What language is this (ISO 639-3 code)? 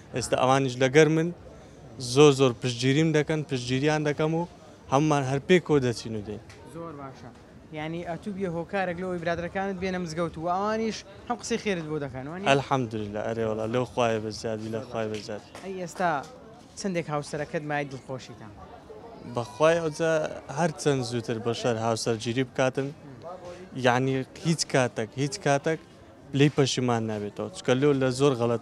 ckb